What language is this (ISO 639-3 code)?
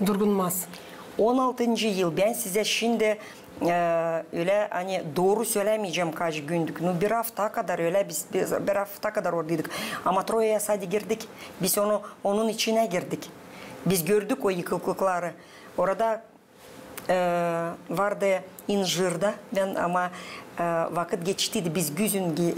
gag